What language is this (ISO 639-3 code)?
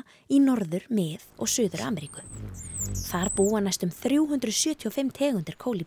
isl